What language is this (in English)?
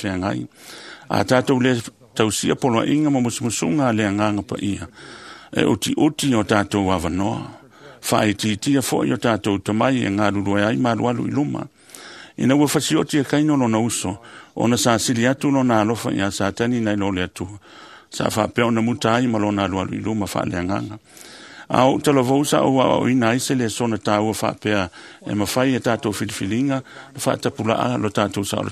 Samoan